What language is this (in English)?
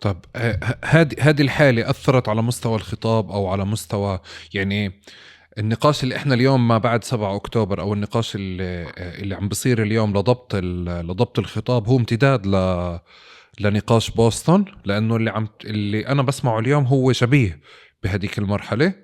North Levantine Arabic